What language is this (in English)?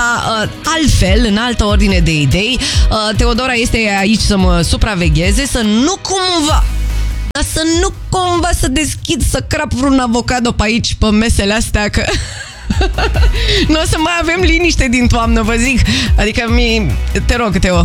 Romanian